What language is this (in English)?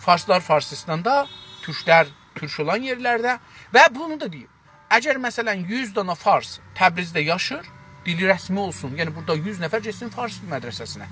South Azerbaijani